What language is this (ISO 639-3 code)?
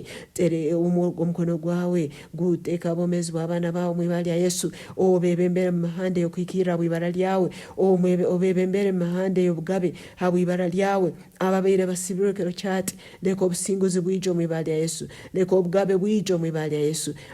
nyn